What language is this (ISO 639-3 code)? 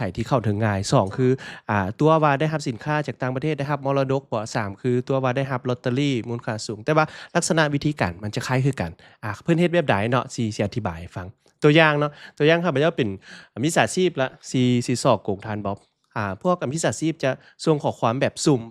lao